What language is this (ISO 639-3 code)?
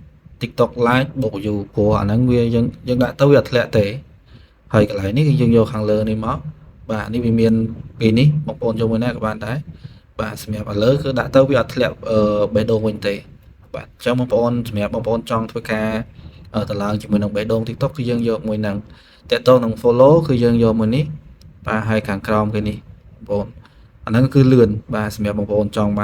khm